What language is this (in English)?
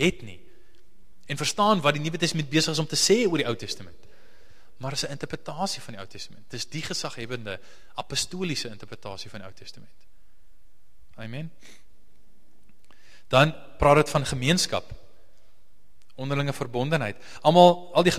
Afrikaans